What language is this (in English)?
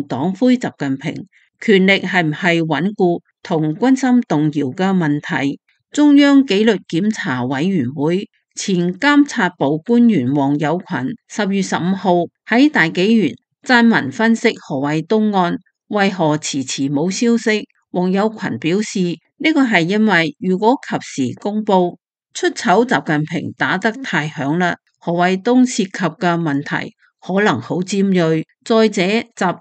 Cantonese